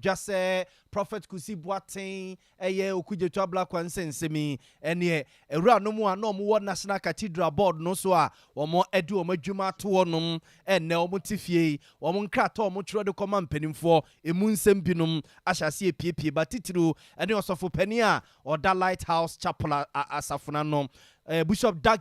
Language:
Akan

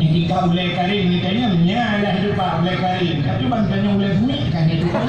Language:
Achinese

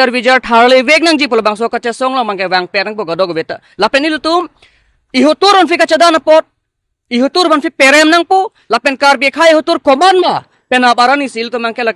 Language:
Karbi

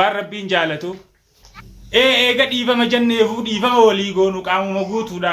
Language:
Oromo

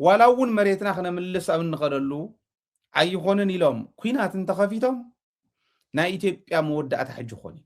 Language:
Tigrinya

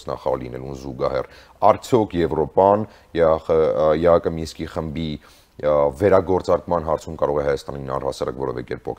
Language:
Armenian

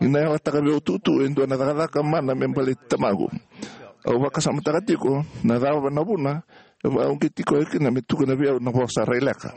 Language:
Fijian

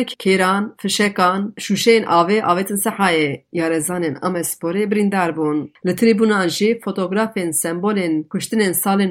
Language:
Kurdish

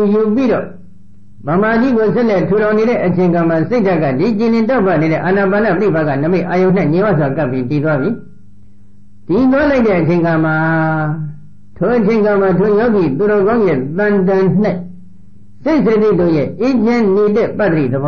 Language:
Burmese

